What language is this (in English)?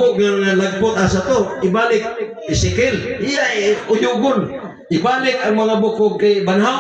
Cebuano